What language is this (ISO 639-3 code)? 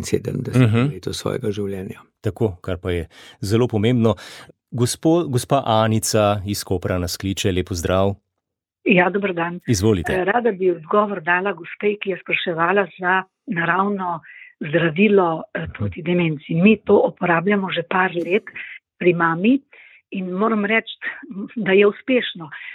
slv